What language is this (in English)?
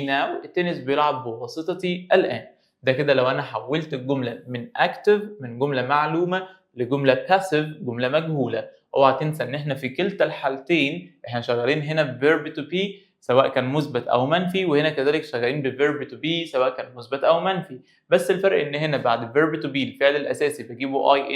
Egyptian Arabic